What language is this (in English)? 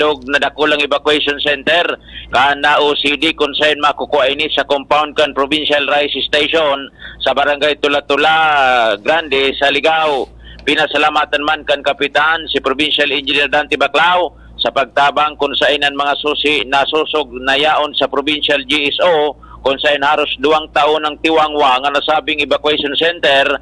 Bikol